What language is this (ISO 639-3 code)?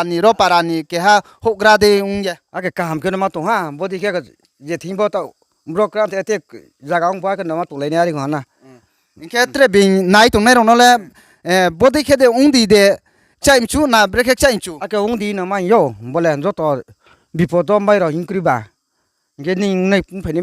ria